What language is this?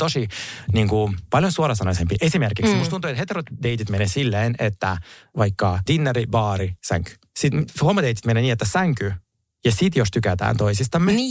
Finnish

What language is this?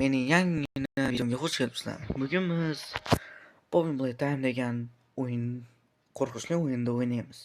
Uzbek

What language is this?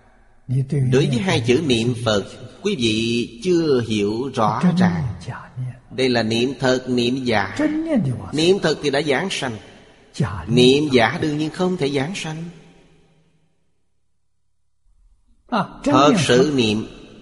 Vietnamese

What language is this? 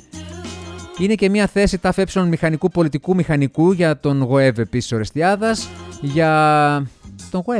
Greek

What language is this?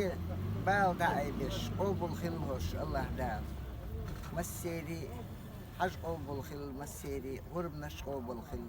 Chechen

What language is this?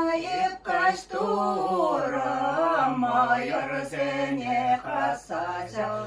Chuvash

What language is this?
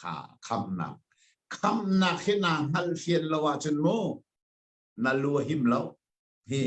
Hakha Chin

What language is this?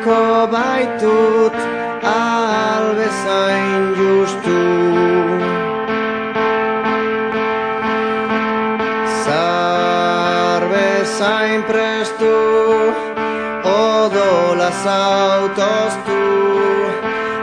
Basque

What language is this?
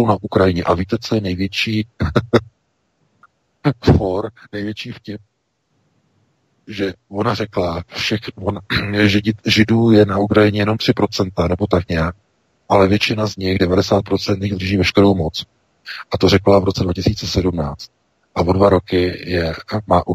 Czech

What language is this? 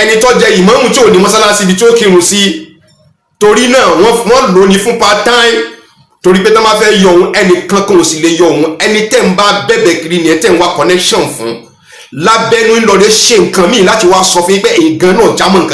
Yoruba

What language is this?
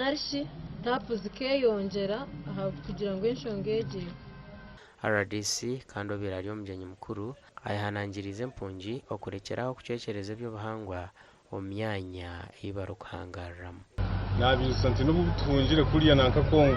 Nyankole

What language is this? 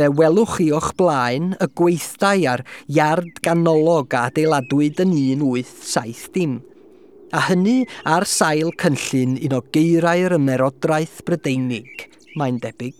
Welsh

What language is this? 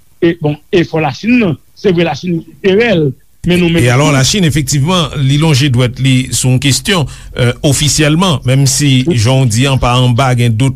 Haitian Creole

